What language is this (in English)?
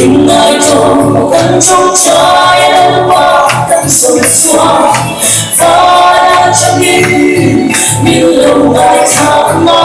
Mizo